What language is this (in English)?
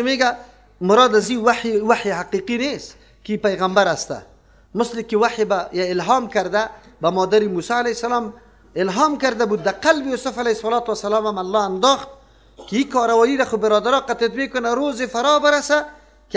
Persian